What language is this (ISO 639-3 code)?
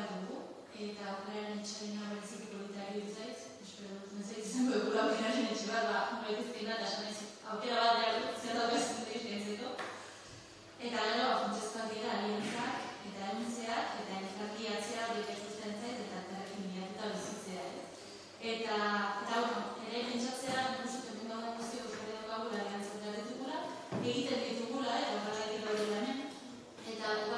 eus